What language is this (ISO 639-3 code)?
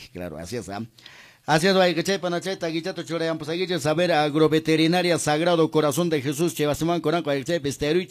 que